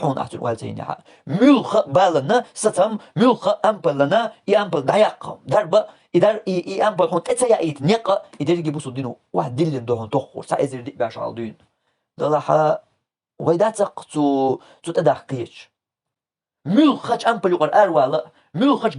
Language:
Chechen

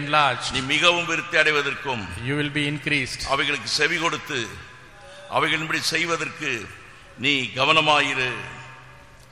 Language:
Tamil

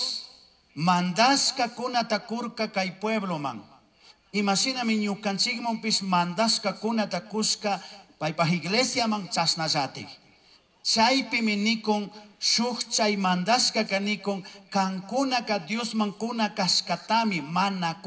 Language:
Chimborazo Highland Quichua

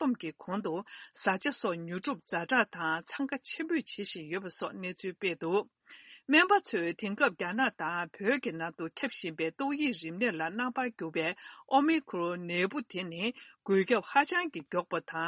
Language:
Tibetan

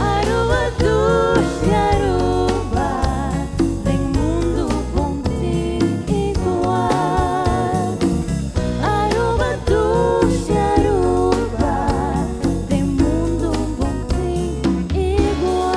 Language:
Papiamento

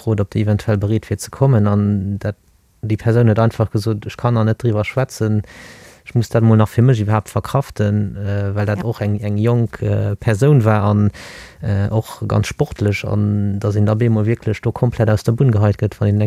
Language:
Luxembourgish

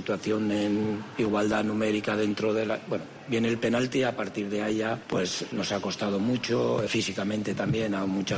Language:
Spanish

